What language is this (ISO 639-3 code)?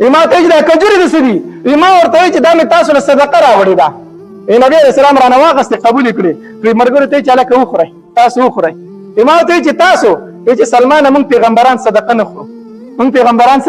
pus